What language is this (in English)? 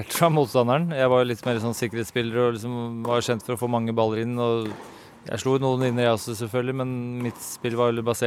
Norwegian